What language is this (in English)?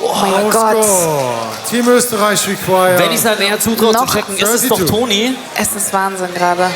Swiss German